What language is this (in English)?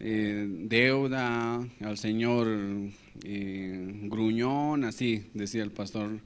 Aymara